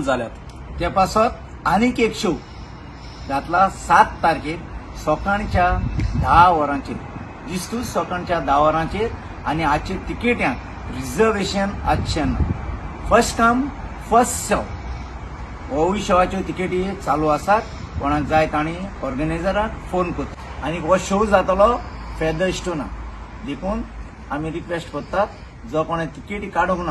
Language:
Konkani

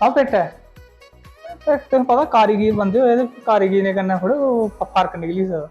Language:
Dogri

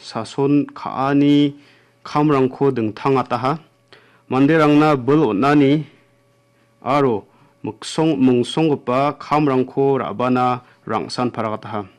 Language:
Garo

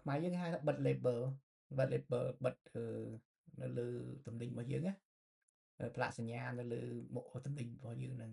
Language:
Khmer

